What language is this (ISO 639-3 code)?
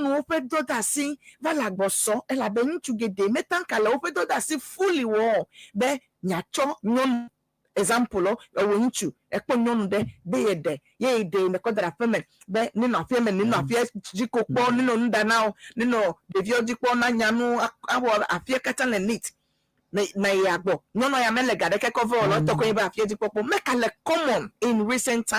ewe